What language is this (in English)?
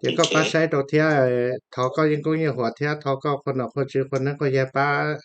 Hmong